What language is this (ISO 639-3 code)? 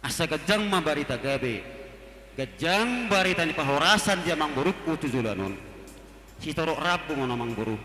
bbc